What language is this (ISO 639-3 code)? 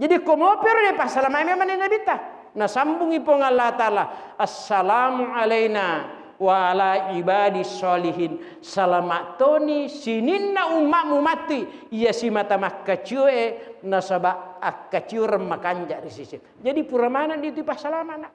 bug